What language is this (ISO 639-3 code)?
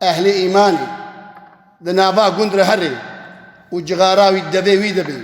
kur